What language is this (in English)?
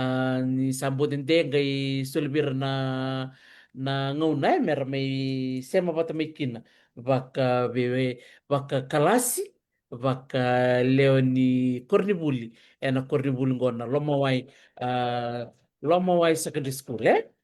Fijian